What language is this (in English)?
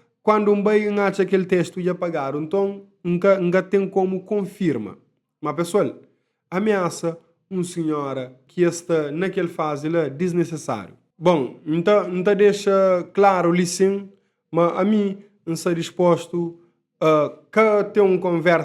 Kabuverdianu